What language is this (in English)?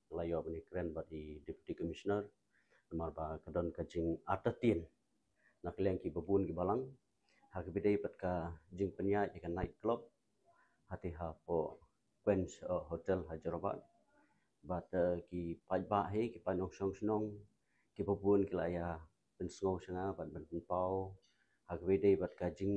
Khasi